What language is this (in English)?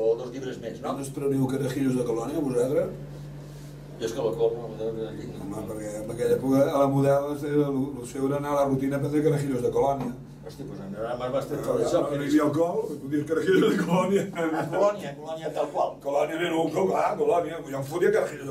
Catalan